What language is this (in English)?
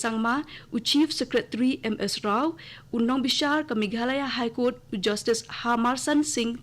Khasi